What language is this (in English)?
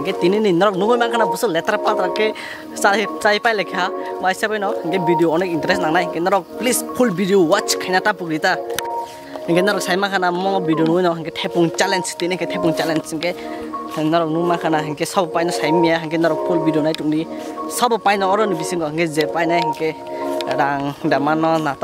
Kok Borok